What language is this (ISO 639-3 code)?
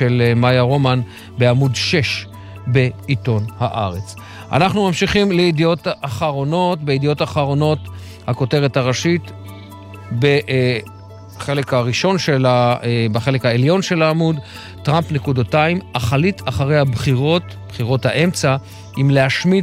heb